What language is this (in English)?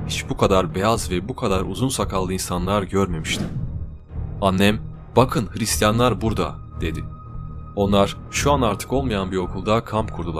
Turkish